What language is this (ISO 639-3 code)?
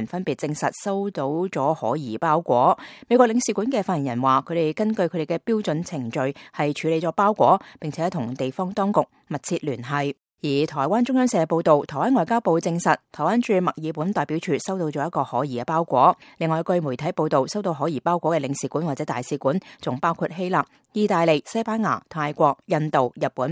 yue